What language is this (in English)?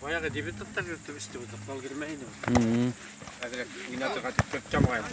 Bashkir